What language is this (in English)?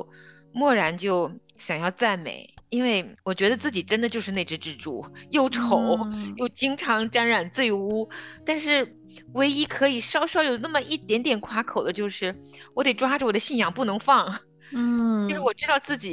Chinese